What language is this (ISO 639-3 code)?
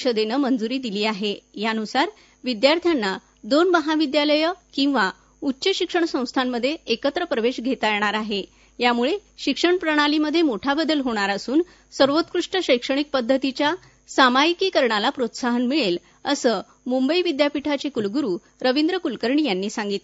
mar